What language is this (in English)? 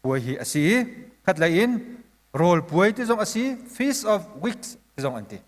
Hakha Chin